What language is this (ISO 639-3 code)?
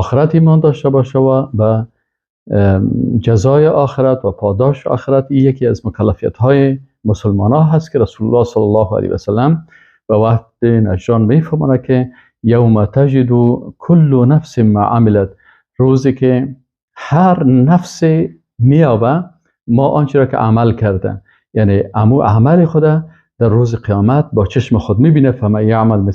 fas